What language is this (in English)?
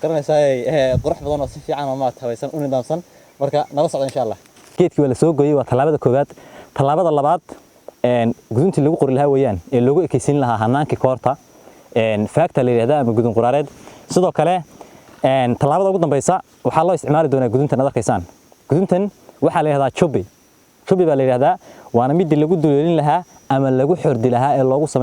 Somali